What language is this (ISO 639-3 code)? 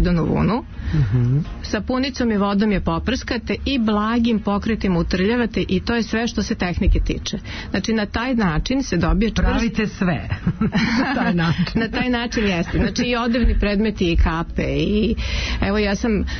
srp